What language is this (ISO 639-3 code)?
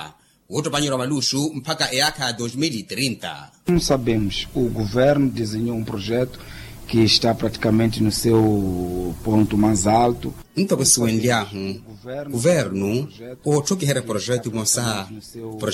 vmw